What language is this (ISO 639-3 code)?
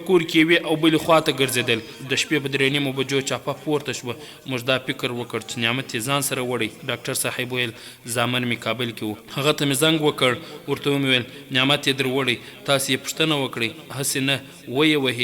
pus